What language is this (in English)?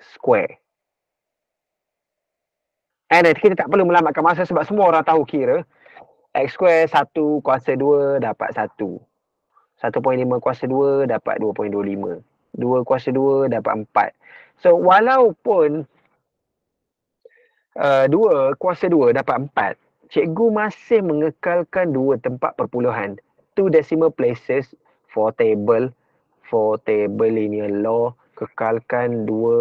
Malay